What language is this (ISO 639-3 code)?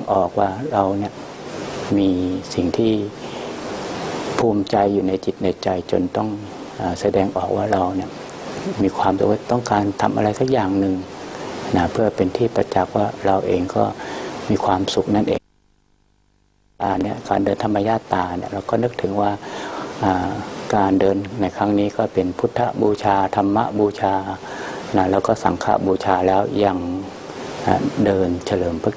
tha